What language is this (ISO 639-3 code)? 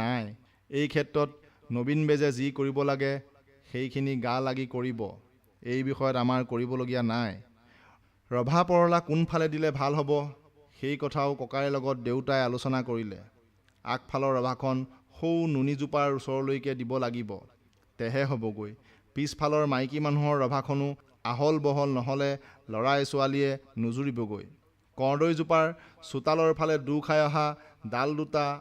asm